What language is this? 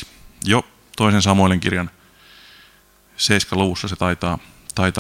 Finnish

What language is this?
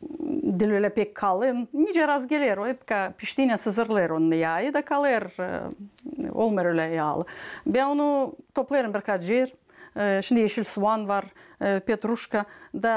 Gagauz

